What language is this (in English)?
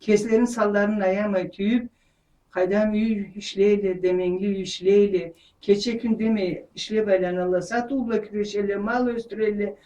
Karachay-Balkar